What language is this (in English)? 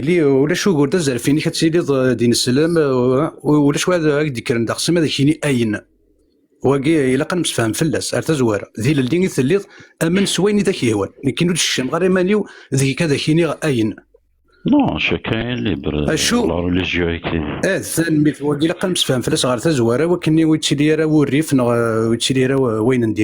Kabyle